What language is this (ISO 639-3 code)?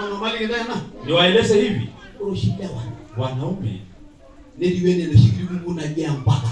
mas